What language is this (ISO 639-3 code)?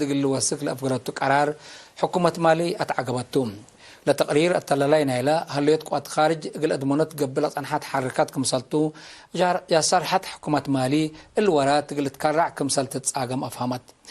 tig